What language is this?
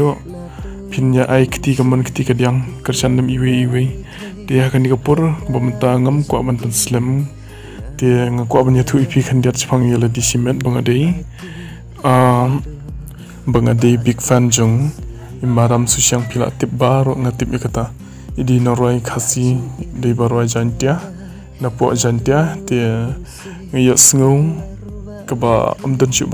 Khasi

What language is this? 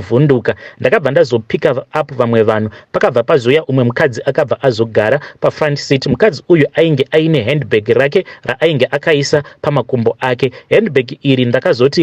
Shona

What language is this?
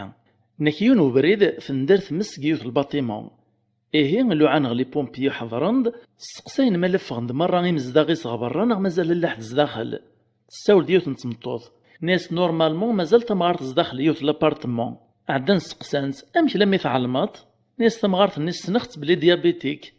Kabyle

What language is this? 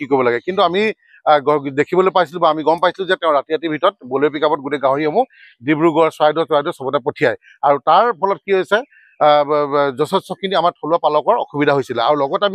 Assamese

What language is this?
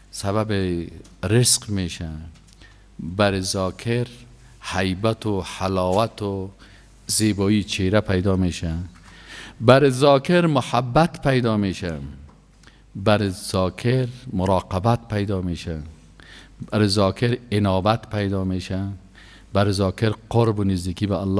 Persian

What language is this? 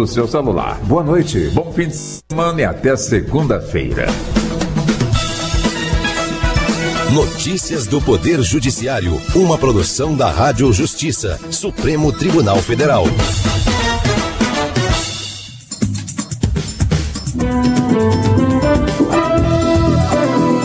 Portuguese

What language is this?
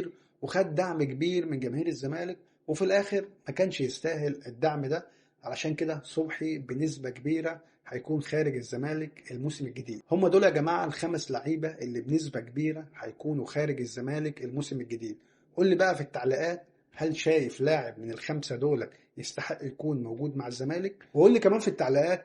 Egyptian Arabic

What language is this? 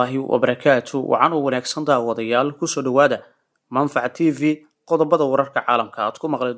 Somali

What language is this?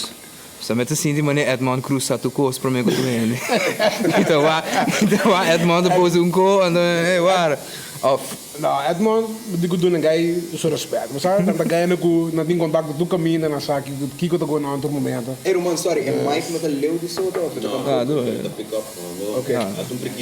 Papiamento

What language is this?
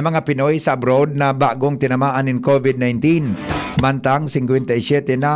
Bikol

